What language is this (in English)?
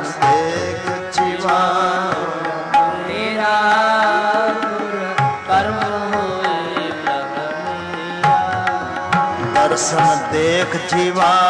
Punjabi